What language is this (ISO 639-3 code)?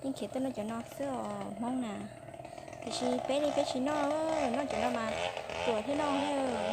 hmn